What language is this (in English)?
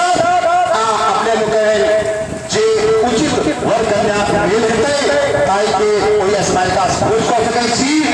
Maithili